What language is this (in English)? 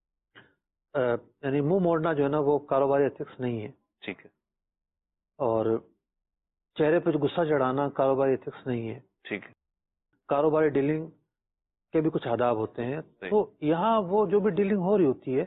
Urdu